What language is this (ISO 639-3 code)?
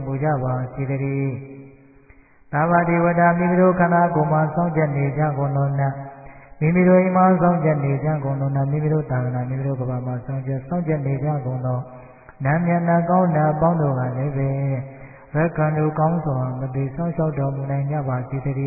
mya